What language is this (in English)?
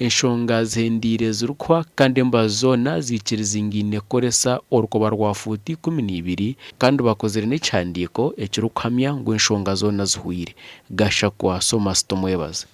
Nyankole